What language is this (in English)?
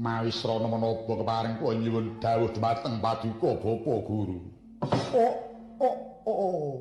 Javanese